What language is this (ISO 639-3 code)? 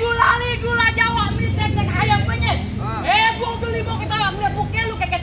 bew